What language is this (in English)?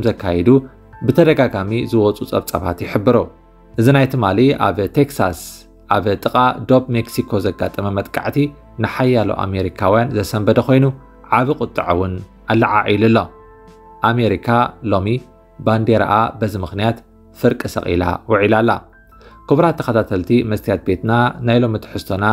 Tigrinya